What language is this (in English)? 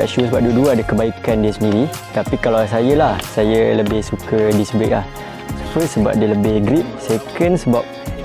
Malay